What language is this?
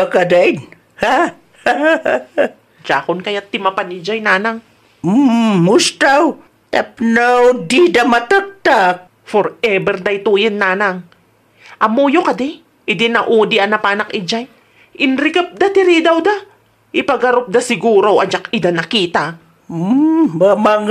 Iloko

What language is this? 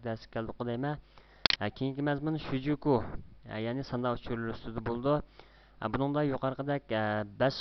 Uyghur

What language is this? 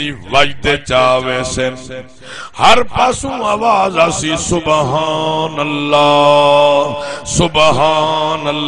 Saraiki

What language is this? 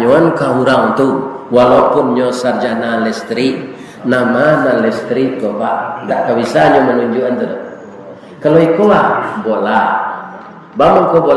Minangkabau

